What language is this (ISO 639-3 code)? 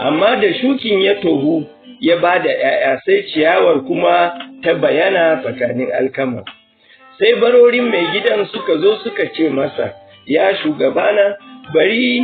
hau